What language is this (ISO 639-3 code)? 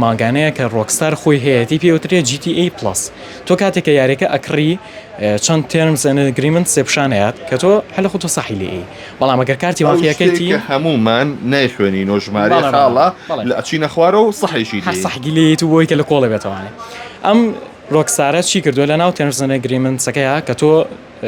ckb